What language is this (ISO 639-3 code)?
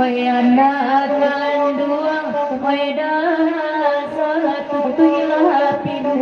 min